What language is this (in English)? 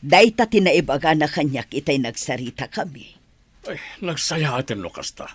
Iloko